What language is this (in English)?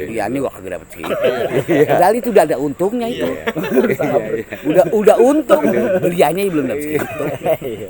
Betawi